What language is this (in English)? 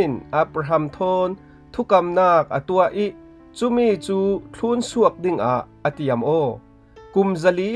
Falam Chin